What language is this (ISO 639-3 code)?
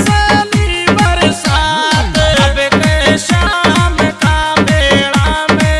raj